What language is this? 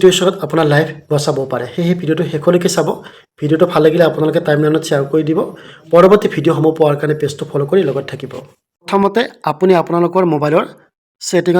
Assamese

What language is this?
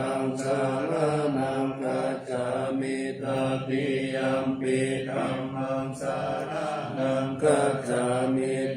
Pali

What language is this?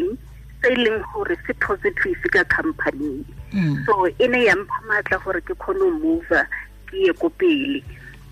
Tswana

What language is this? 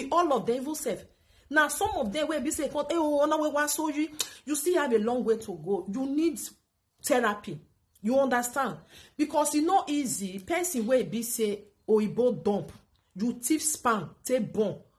Nigerian Pidgin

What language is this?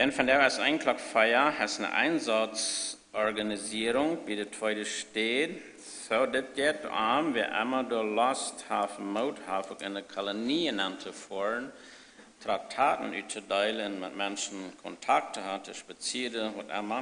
Plautdietsch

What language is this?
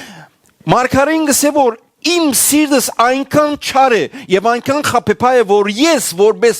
Western Armenian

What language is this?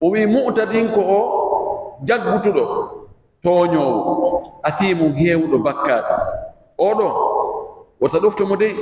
Pular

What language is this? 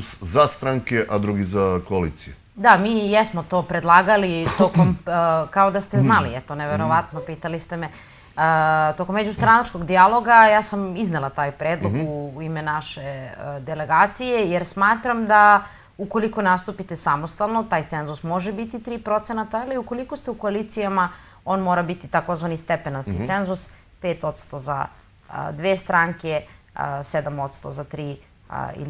Serbian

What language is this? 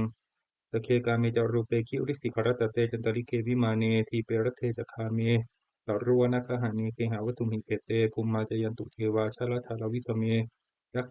Pali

